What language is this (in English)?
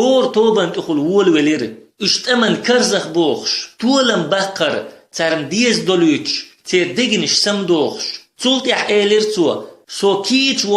Chechen